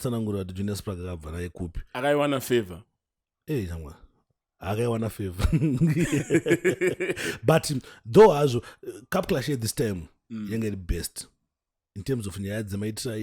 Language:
Shona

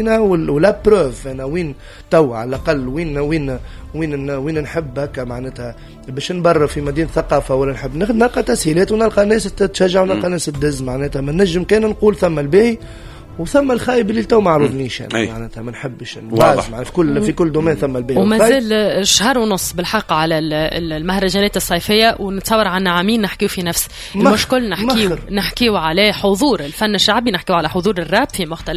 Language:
Tunisian Arabic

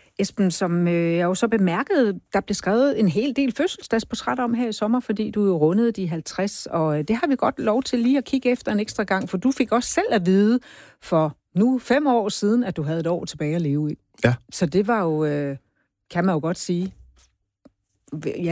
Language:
Danish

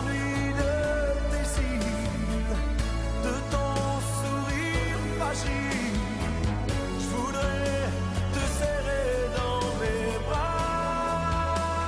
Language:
French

